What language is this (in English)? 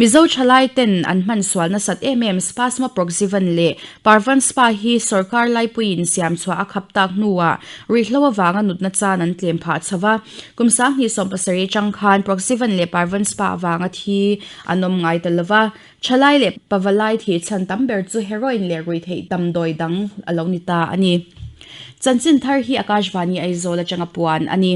Mizo